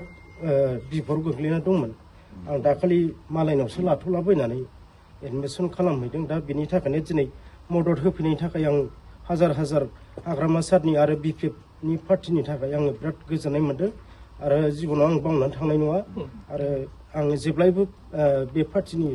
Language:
Bodo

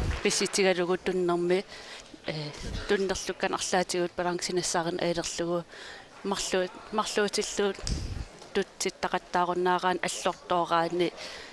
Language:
Kalaallisut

